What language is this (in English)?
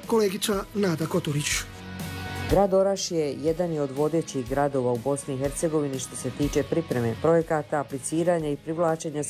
Croatian